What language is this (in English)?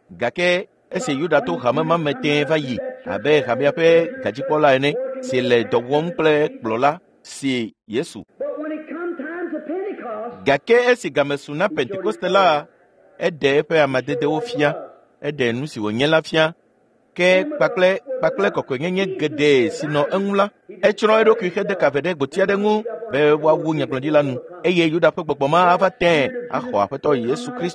Ewe